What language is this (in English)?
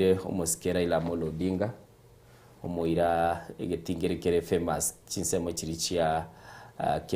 Gusii